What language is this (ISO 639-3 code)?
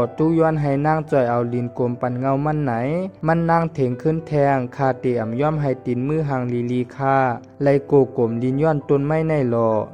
shn